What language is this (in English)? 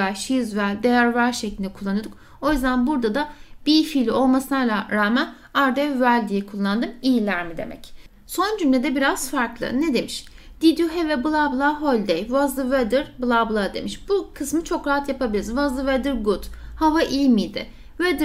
Turkish